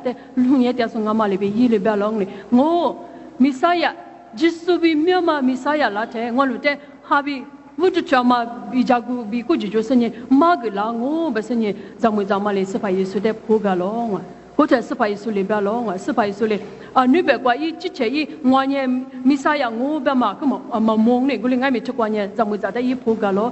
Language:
Lisu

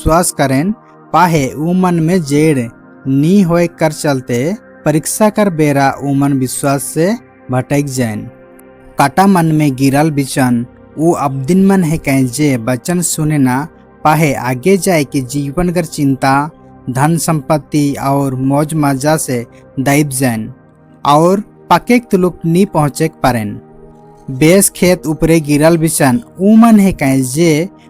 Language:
Sadri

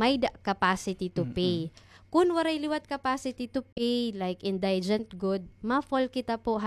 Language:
Waray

